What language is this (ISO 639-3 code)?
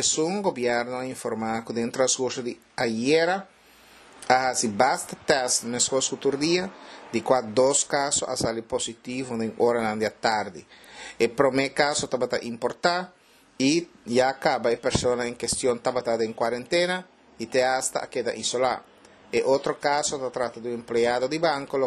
pap